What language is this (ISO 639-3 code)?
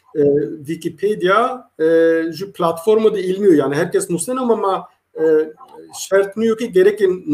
zza